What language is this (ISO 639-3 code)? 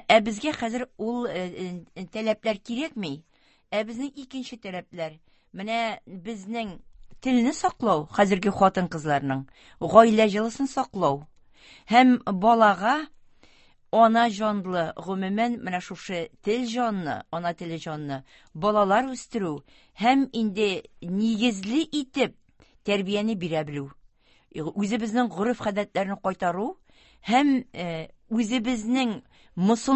tat